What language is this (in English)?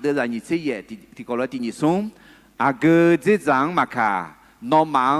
Akha